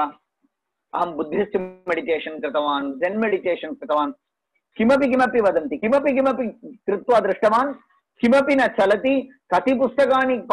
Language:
Sanskrit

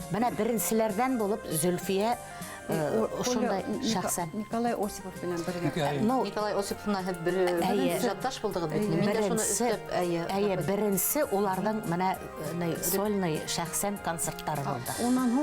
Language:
Bashkir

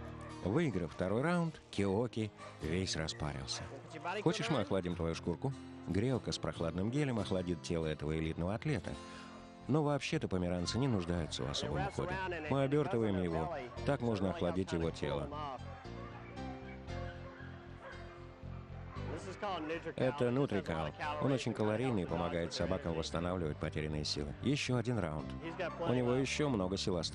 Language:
Russian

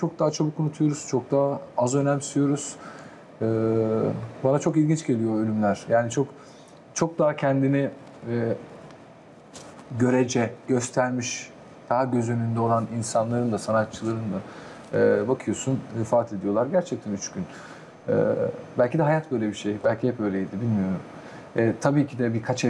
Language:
Turkish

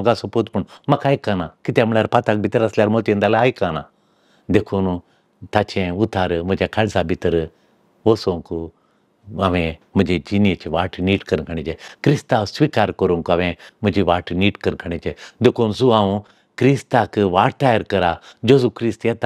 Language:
Konkani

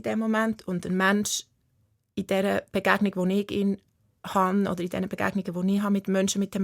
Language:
Swiss German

